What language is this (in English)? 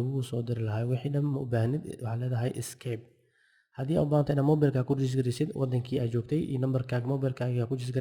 Somali